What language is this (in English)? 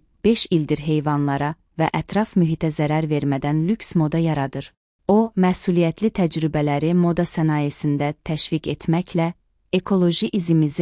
Azerbaijani